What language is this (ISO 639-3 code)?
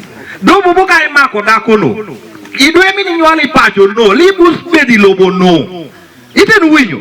ach